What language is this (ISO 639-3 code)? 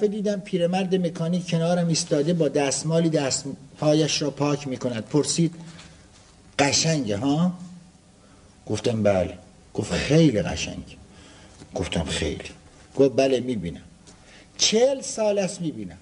fas